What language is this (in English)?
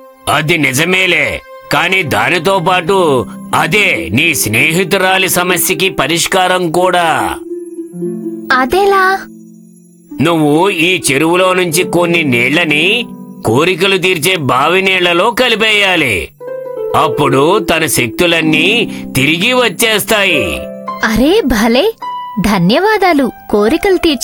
Telugu